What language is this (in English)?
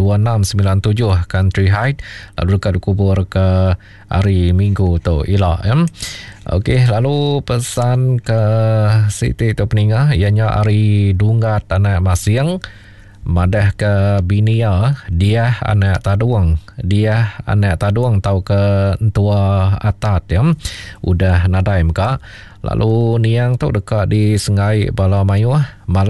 Iban